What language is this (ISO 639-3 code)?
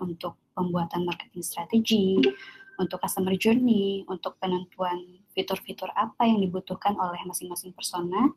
ind